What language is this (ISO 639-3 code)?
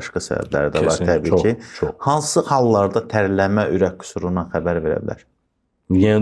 aze